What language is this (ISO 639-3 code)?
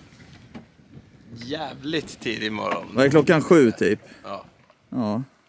swe